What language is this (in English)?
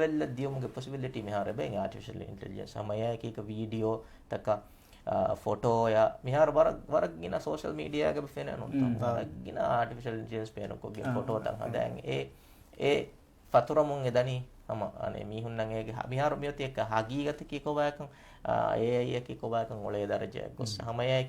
Divehi